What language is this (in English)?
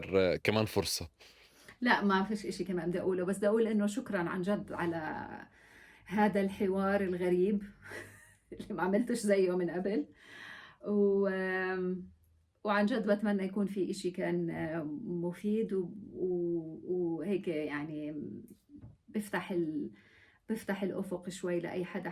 North Levantine Arabic